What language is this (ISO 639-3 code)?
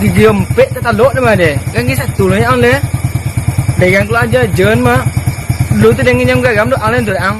min